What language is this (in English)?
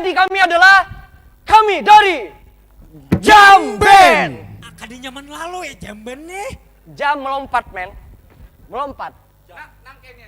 Banjar